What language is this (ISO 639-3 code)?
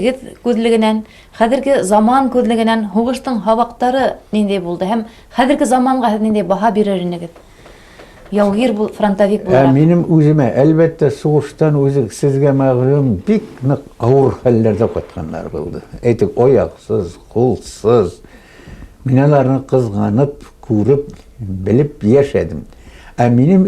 bak